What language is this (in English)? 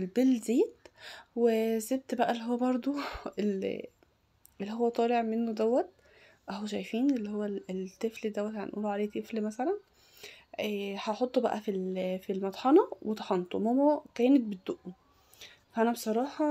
Egyptian Arabic